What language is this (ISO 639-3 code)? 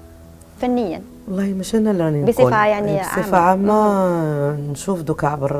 arq